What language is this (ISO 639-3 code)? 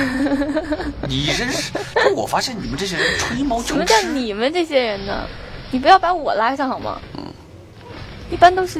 zho